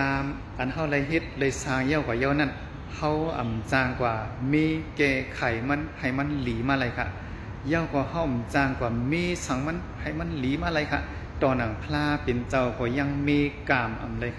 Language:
Shan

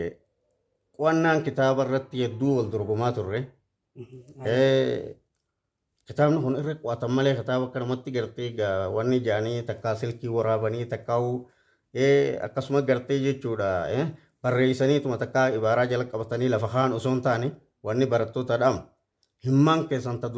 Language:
Oromo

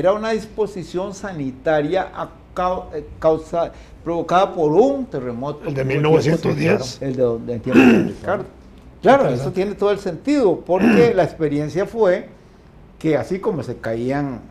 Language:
Spanish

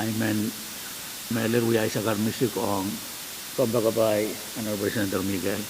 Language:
Pohnpeian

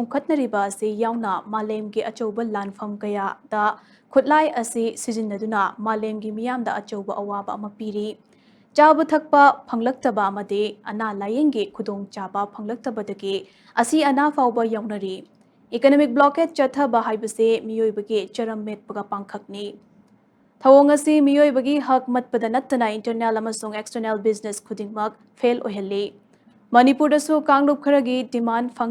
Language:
Manipuri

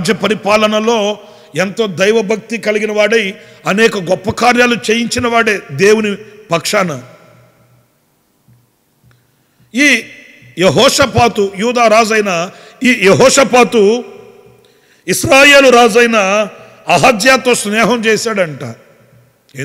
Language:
Telugu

